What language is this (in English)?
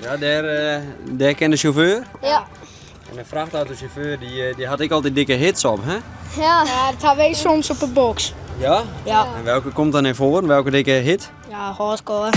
Western Frisian